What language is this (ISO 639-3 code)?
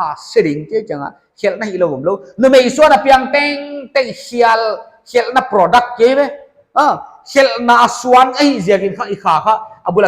pck